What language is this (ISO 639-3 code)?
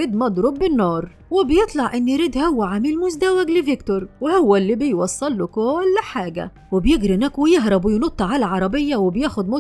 arz